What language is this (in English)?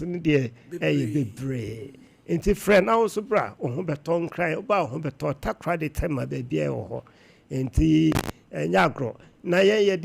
Akan